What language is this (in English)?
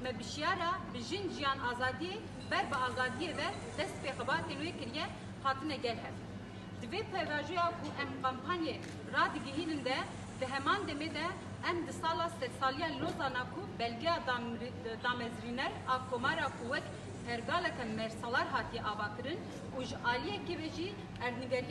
Kurdish